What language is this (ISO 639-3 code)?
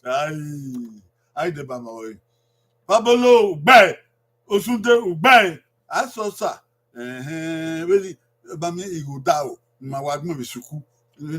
bin